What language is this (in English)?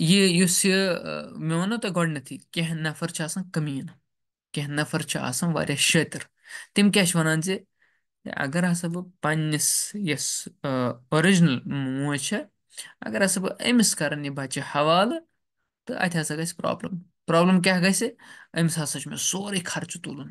Kashmiri